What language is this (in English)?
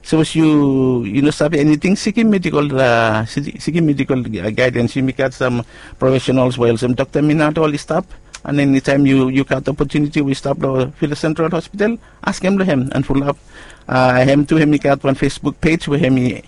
Bislama